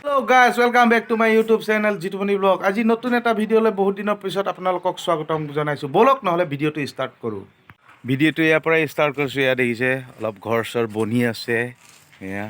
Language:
Assamese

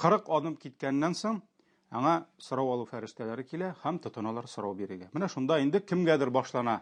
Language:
Tatar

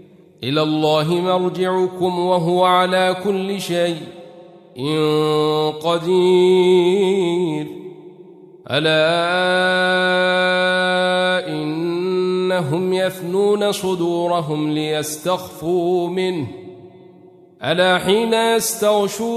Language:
Arabic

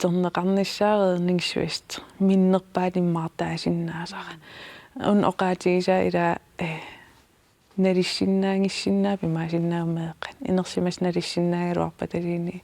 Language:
Kalaallisut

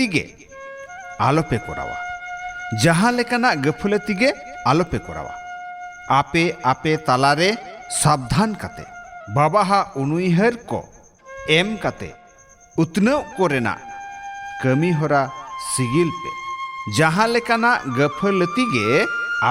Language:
Santali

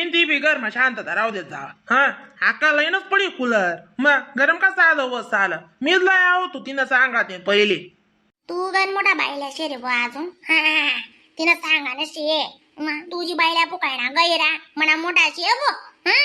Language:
Khandesi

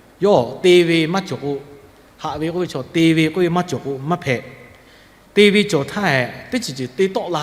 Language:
Lahu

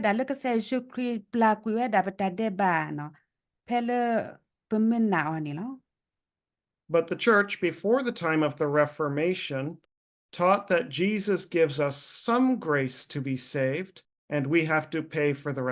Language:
S'gaw Karen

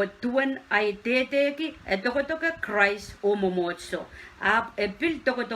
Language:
Pohnpeian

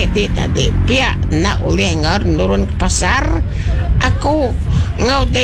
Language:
Iban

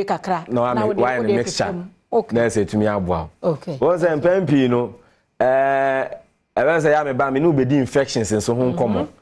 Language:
Akan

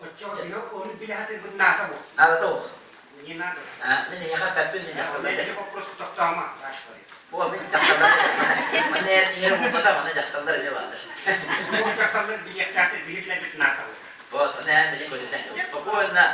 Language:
Yakut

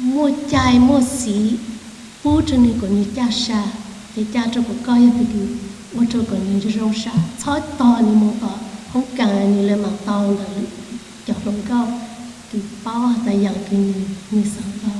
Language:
Hmong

